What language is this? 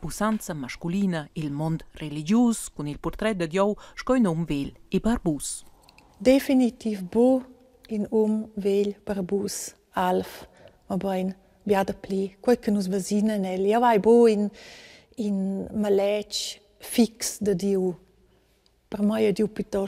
Romansh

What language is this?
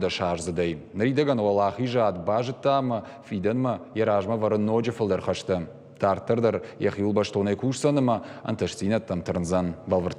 Ossetic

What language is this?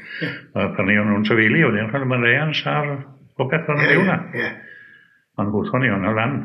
Welsh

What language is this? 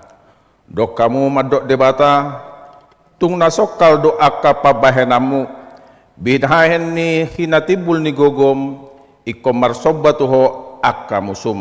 Batak Toba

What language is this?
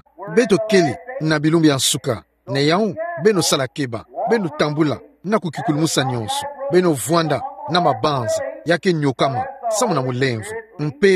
Kituba (Democratic Republic of Congo)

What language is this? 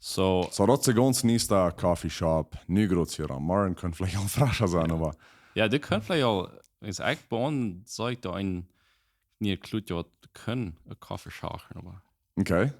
Plautdietsch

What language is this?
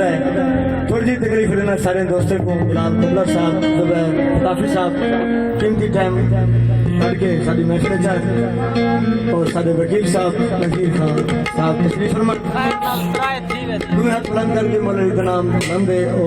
Saraiki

